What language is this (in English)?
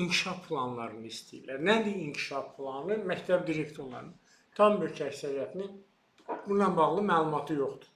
Azerbaijani